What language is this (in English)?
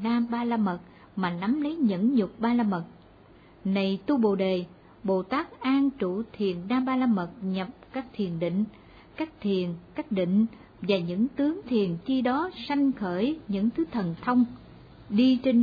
Vietnamese